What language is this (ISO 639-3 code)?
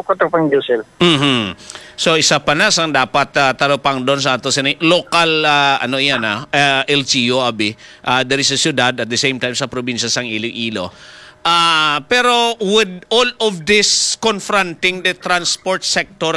hil